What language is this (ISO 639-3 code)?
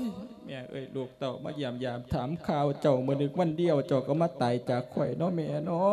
lao